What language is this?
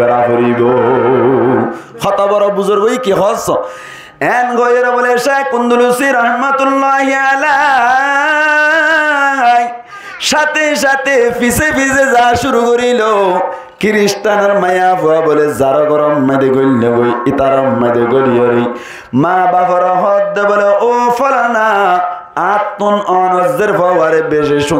Rohingya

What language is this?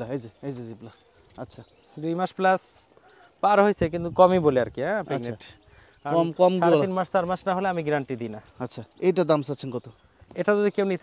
Bangla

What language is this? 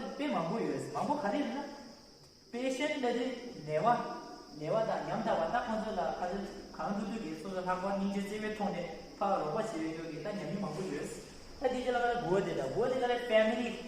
Tibetan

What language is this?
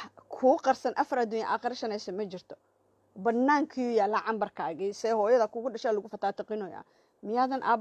Somali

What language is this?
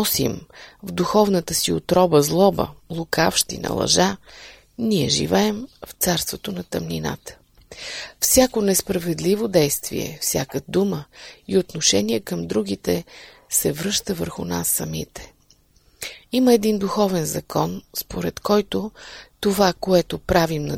Bulgarian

